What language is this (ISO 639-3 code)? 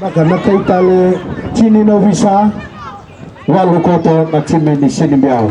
fij